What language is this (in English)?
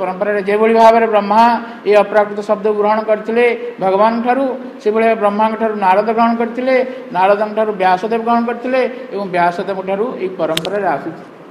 Odia